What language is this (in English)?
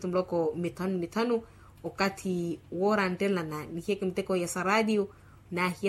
Makhuwa